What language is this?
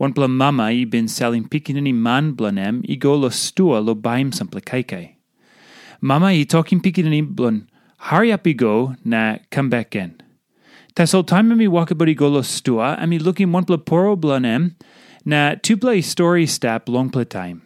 Tok Pisin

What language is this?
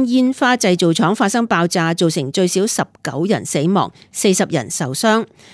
Cantonese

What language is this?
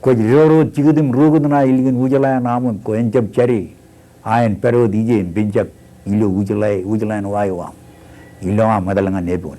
Marshallese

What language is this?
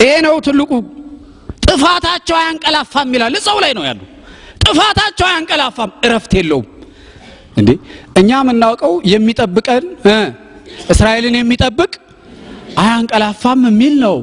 Amharic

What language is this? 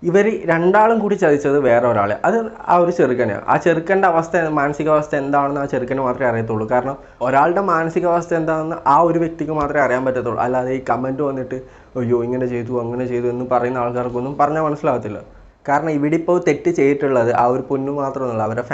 Malayalam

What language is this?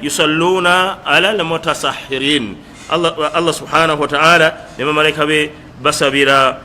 Ganda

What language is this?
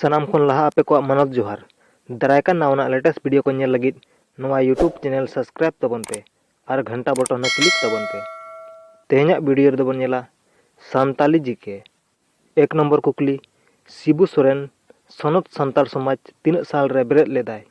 Santali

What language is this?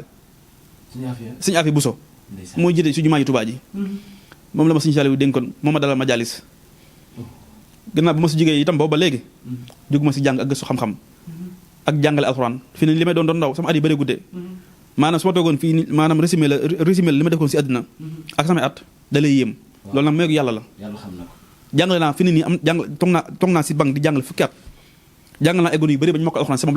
Wolof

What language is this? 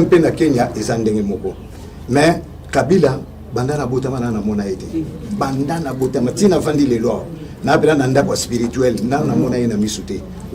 Lingala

